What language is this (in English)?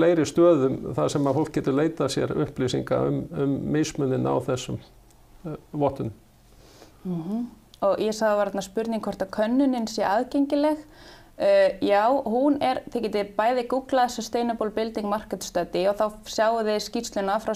Icelandic